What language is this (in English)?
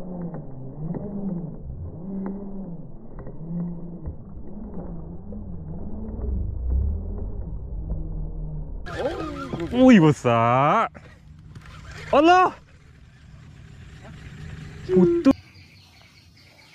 Malay